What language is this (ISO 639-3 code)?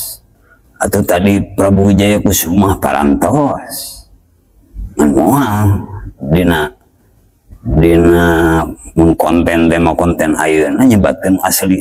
sun